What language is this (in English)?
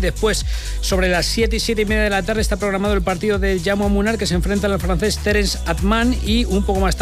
Spanish